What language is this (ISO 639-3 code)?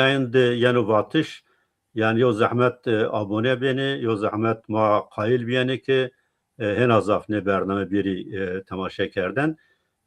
zza